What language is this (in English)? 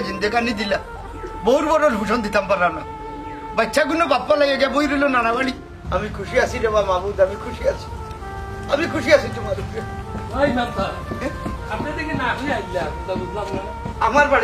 Sylheti